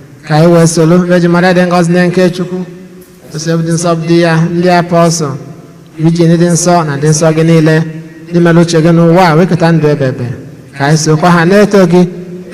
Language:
Igbo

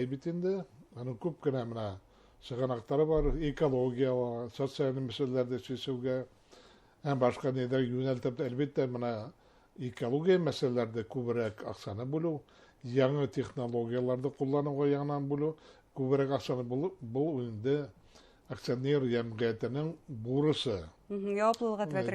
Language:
Bashkir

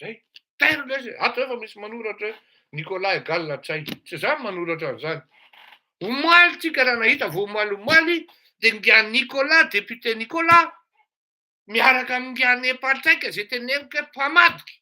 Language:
Malagasy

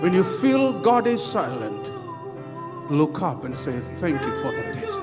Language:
Fijian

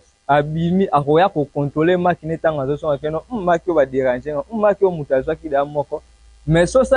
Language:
Lingala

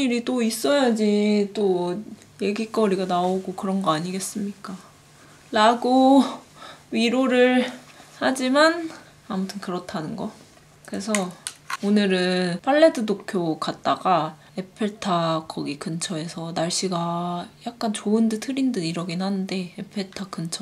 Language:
Korean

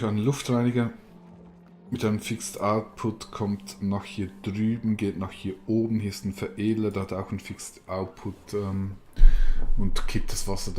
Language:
Swiss German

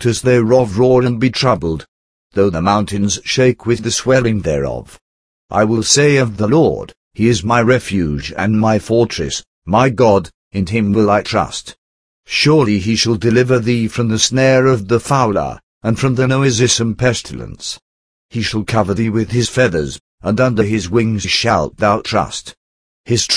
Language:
English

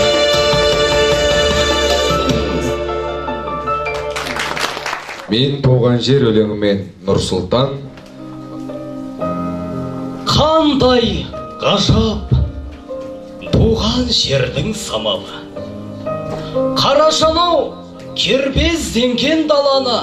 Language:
Kazakh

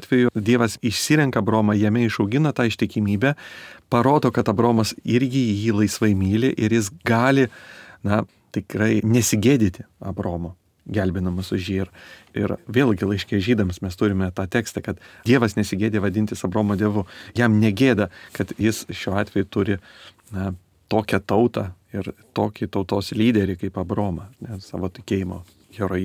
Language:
Lithuanian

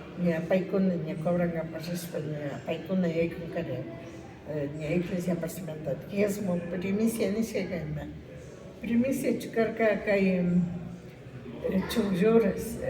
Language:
Imbabura Highland Quichua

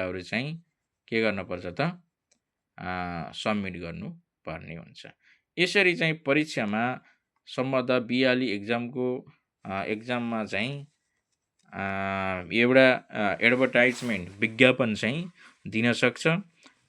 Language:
Nepali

